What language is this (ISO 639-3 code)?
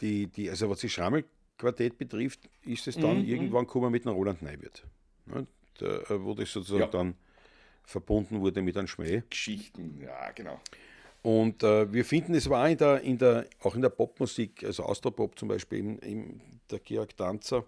bar